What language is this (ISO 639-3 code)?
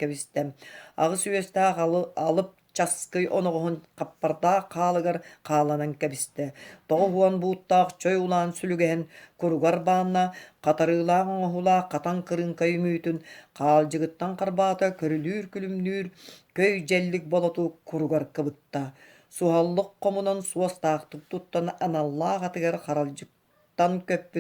sah